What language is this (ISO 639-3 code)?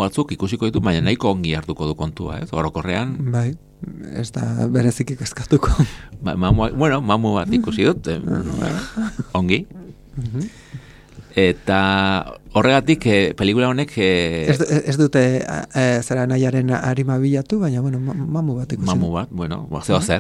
eus